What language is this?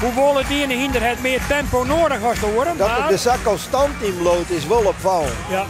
Western Frisian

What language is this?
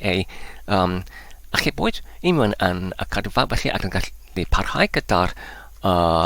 Welsh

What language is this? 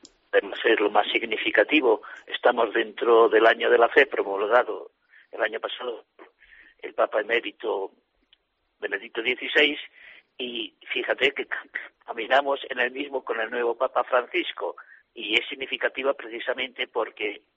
Spanish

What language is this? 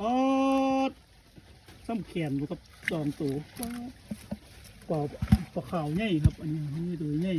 Northeastern Thai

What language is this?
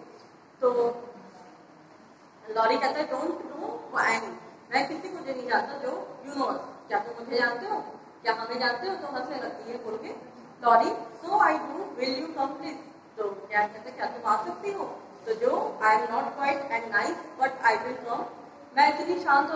Hindi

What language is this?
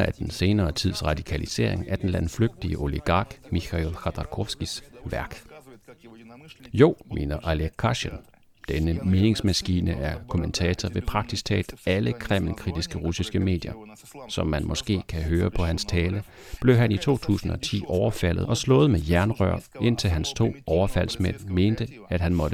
Danish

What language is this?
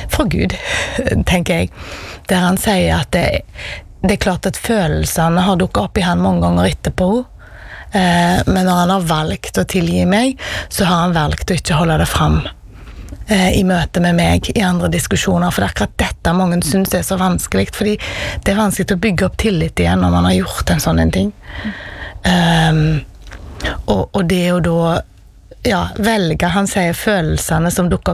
Norwegian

